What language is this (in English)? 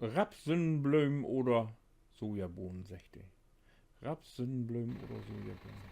Low German